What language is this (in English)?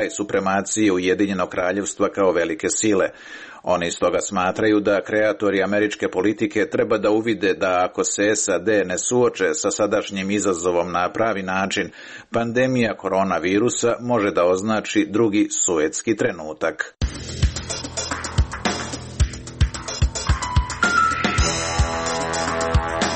Serbian